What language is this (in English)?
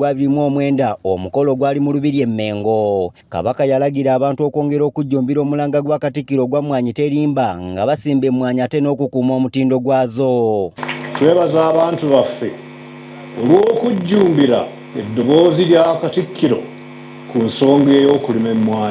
Ganda